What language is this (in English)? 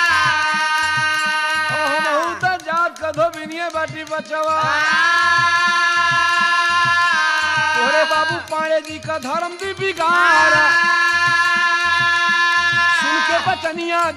Bhojpuri